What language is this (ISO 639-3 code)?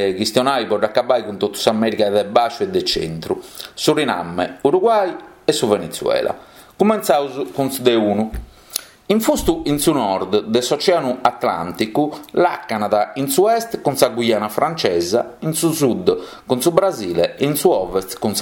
srd